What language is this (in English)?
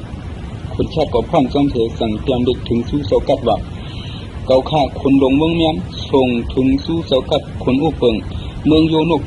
Shan